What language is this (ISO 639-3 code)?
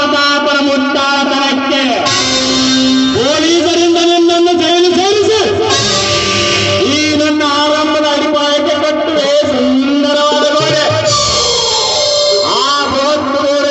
kan